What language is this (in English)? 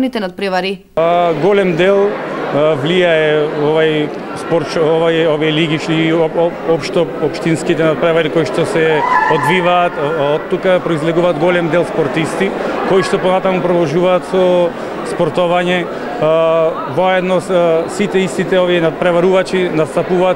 Macedonian